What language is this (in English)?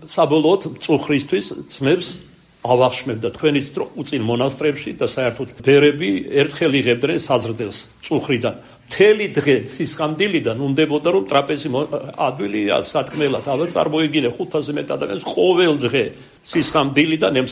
Georgian